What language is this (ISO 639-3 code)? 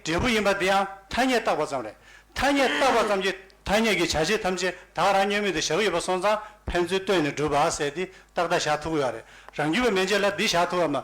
bod